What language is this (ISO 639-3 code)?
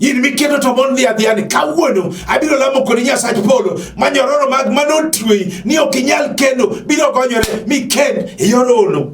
luo